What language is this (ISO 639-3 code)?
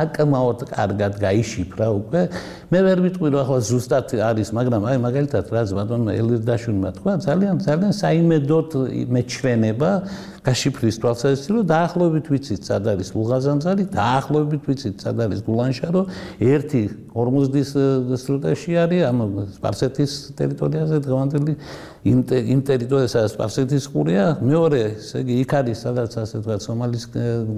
kat